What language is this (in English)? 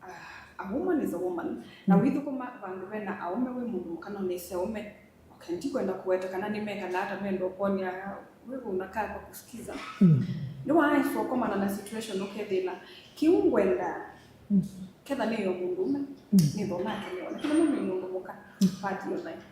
Kamba